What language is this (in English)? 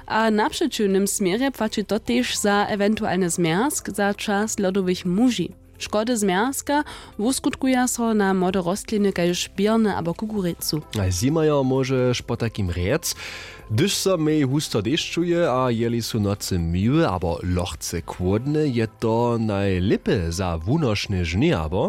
Upper Sorbian